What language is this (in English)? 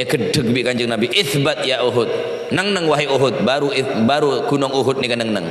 Madurese